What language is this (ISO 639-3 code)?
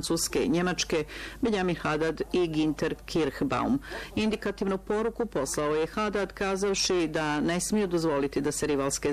bos